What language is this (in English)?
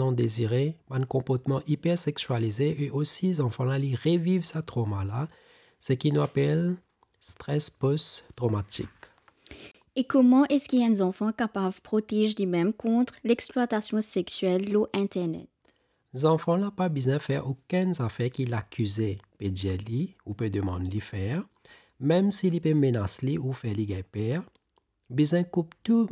Morisyen